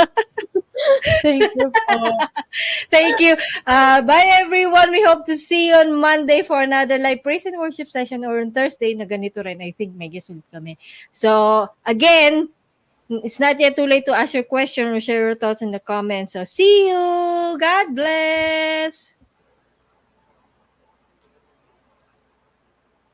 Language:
Filipino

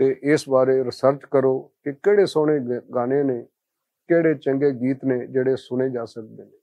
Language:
Western Panjabi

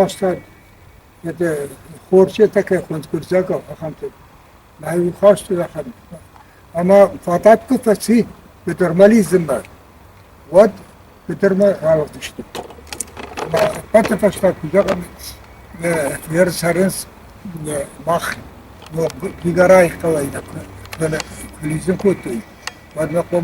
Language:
Ossetic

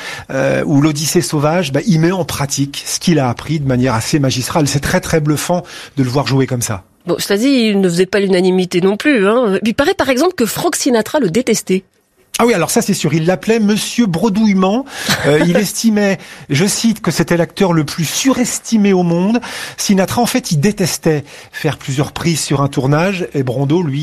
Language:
French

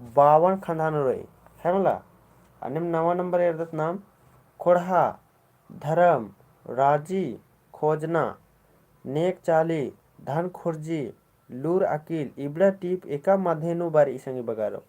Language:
Kurukh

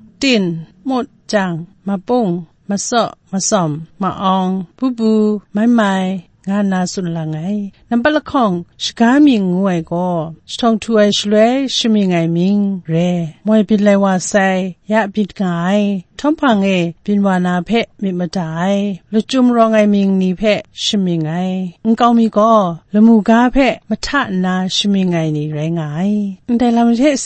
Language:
Kachin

